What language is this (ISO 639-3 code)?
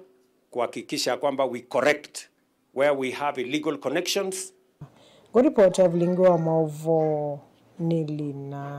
kam